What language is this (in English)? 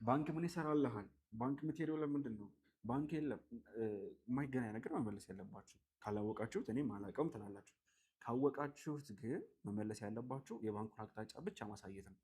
Amharic